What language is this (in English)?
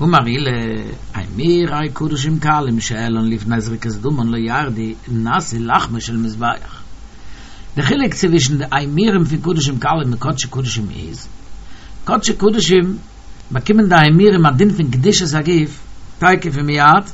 Yiddish